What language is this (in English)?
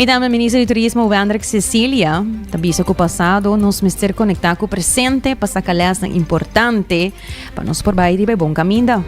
Papiamento